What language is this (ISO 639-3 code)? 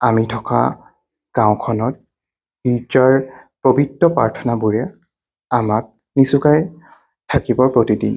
asm